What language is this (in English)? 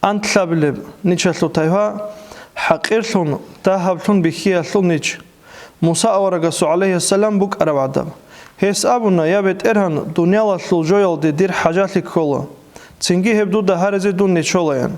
Avaric